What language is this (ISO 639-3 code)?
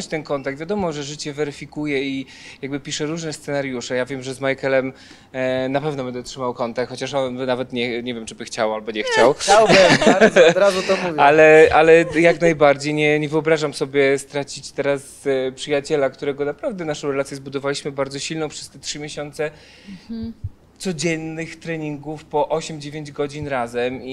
pol